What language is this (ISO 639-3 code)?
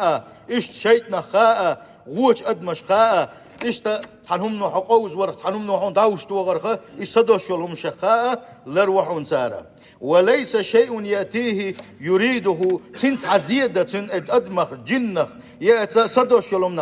che